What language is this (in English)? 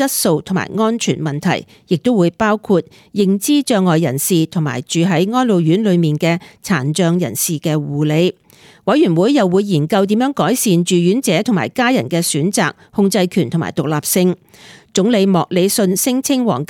Cantonese